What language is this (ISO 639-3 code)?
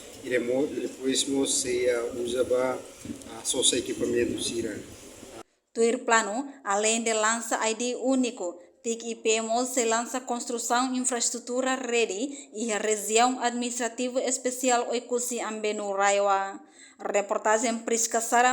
tet